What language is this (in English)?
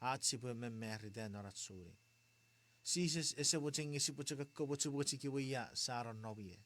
Chuukese